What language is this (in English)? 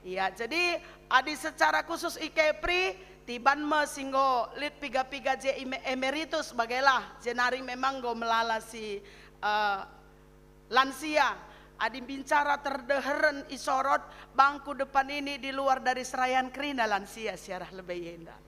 Batak Karo